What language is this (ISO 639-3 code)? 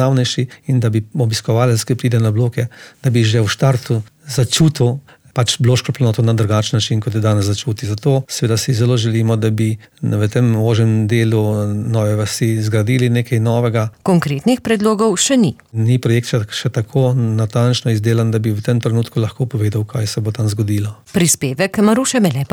slv